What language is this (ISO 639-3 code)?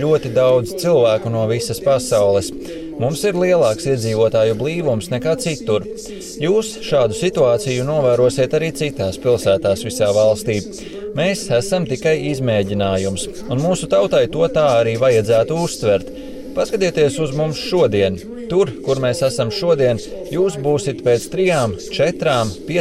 lav